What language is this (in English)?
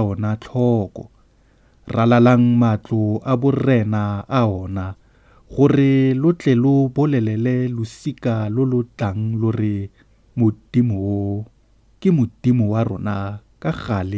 Tswana